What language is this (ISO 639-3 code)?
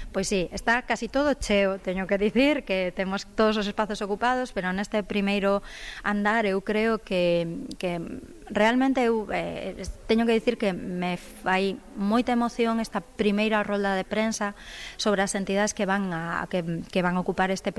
glg